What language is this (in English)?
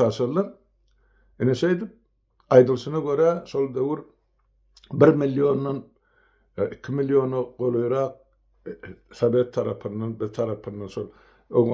Turkmen